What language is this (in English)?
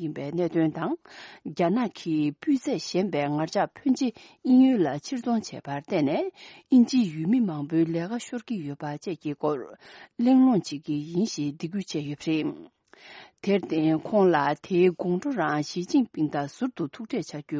Tibetan